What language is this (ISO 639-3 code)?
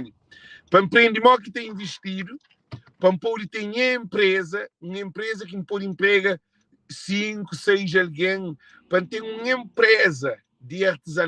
kea